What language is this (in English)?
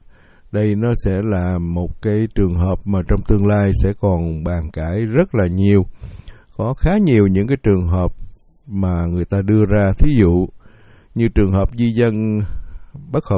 Vietnamese